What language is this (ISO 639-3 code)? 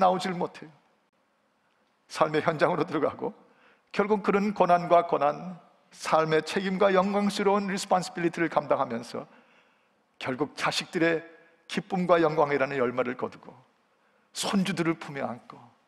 kor